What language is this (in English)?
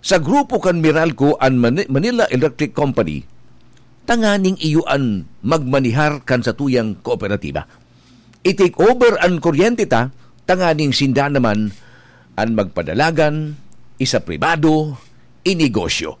Bikol